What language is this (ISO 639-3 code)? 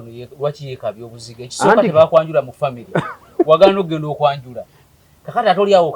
lug